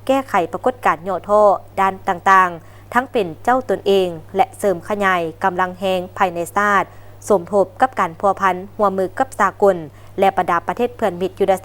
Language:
Lao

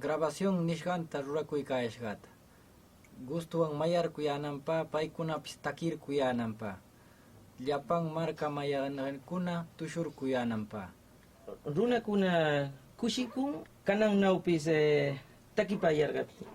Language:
Huamalíes-Dos de Mayo Huánuco Quechua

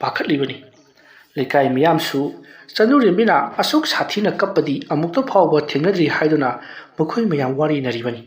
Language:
Manipuri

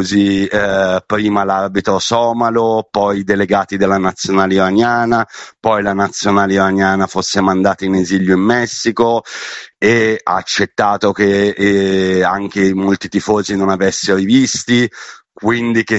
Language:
Italian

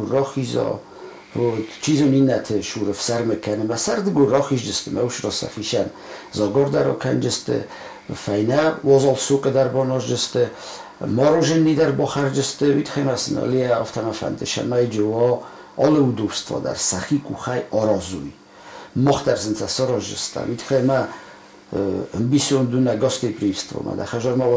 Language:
Ossetic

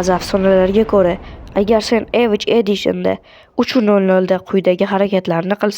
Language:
Uzbek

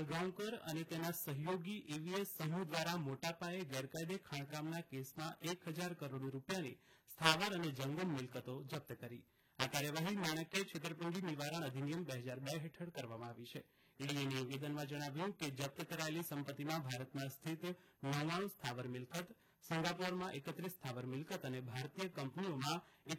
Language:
Gujarati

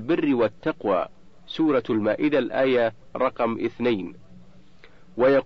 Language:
Arabic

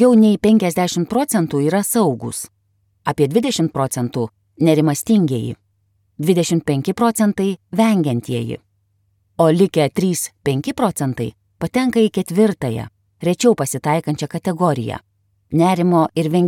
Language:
Lithuanian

